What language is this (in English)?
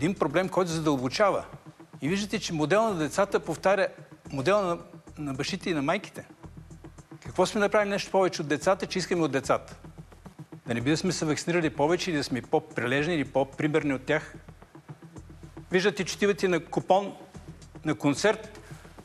Bulgarian